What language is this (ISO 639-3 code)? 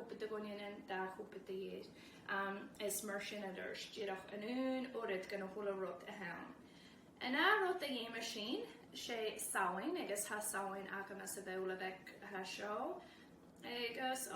gla